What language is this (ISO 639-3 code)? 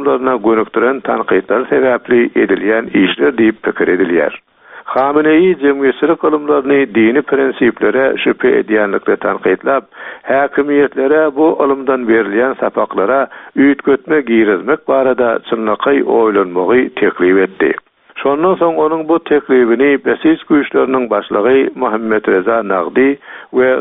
tuk